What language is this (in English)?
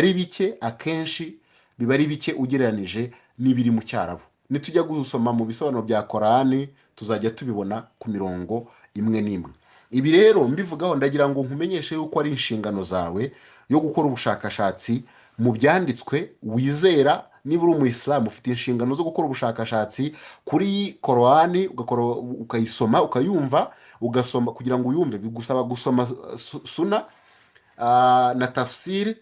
Kinyarwanda